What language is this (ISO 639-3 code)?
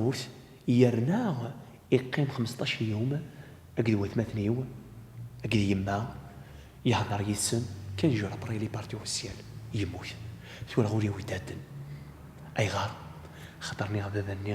kab